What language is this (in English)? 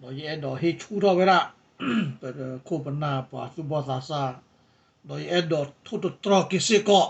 S'gaw Karen